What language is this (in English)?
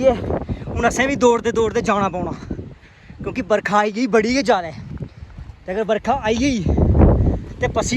Dogri